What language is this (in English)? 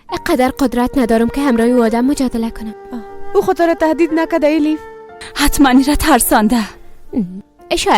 Persian